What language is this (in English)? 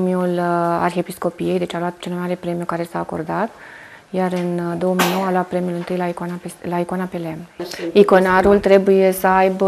Romanian